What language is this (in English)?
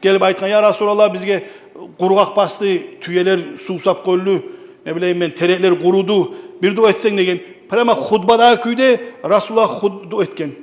Kumyk